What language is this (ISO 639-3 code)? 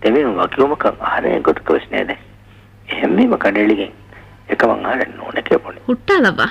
div